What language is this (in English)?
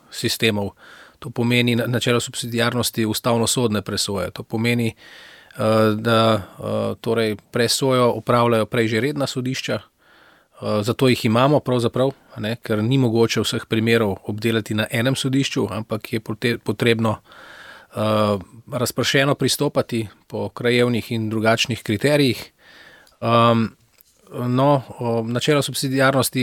Slovenian